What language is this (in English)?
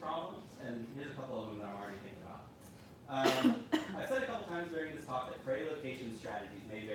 English